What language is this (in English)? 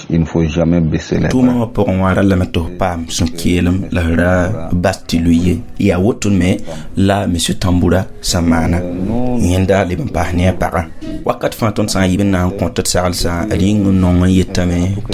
Mossi